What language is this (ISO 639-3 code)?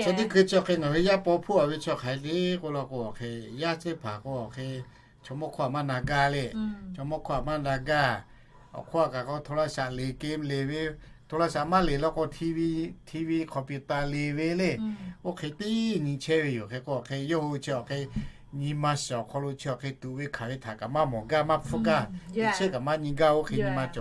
lhu